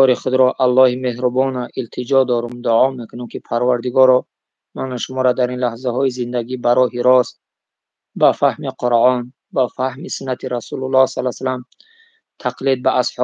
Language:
Tajik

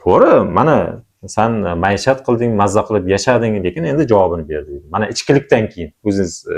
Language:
Uzbek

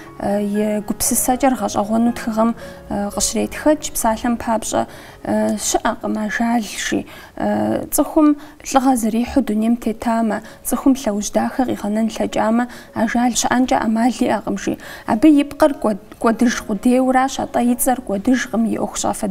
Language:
Kabardian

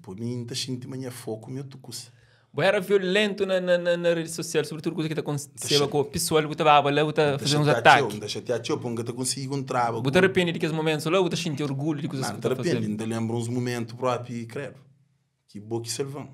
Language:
Kabuverdianu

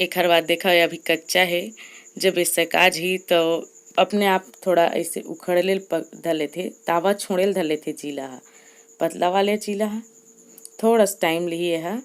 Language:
Chhattisgarhi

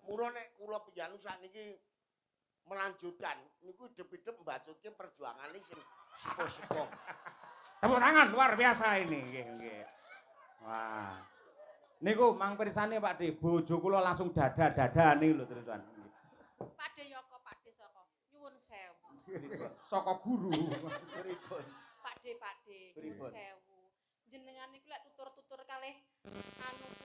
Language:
Javanese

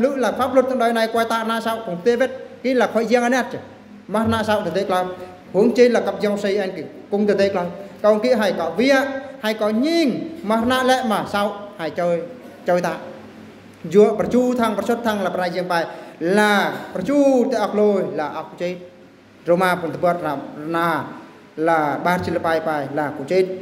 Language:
Eastern Bru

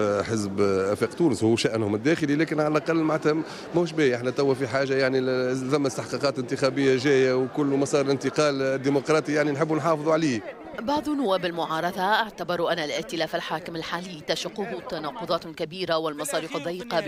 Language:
Tunisian Arabic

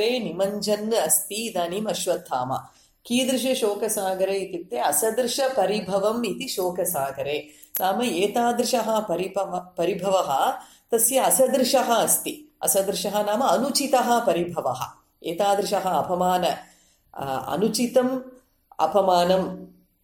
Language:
Sanskrit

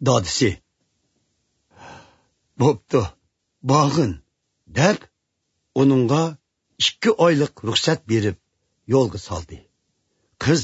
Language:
Uyghur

